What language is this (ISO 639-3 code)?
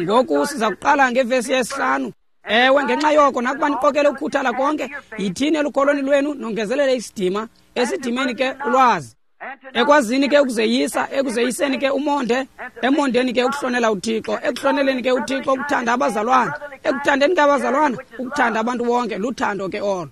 xho